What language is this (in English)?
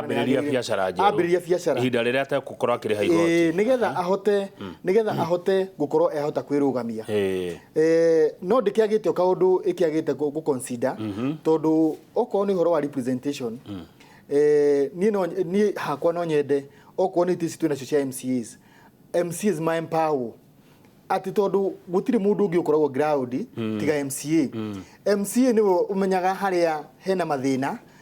Kikuyu